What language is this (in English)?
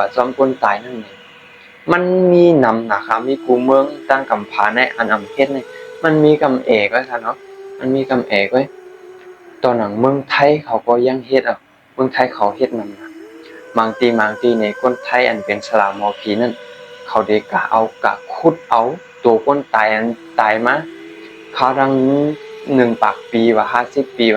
Shan